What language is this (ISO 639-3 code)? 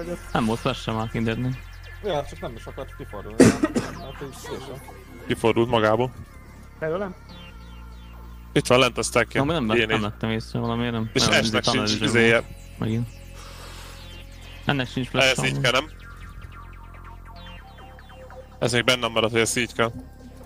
hun